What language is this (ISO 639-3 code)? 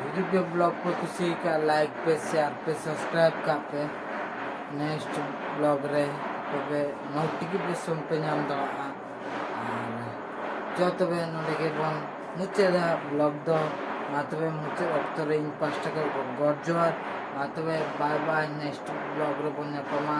sat